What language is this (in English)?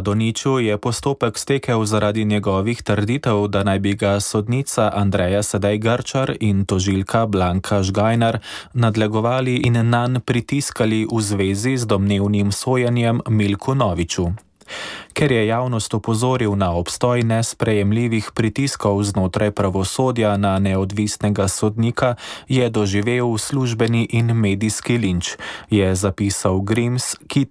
Slovenian